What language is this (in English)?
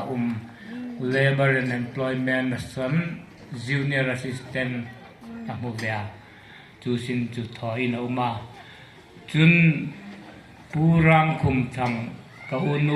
Hmar